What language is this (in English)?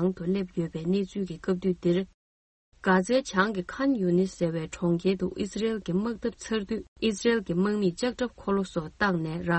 Tibetan